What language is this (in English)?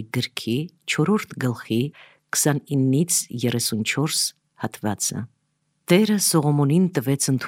Armenian